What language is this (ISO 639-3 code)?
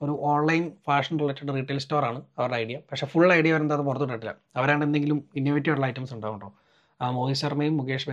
mal